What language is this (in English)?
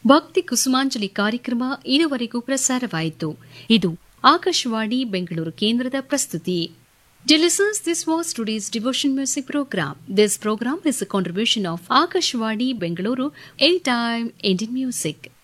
Kannada